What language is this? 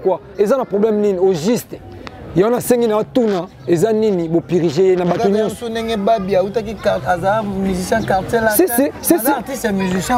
Lingala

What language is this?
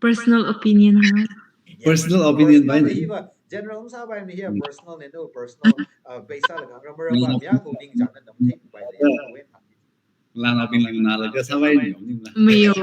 Tangkhul Naga (India)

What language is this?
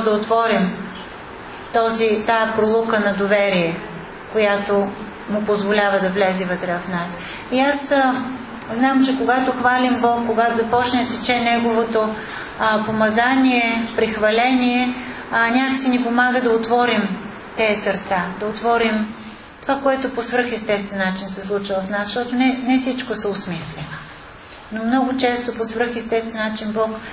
Bulgarian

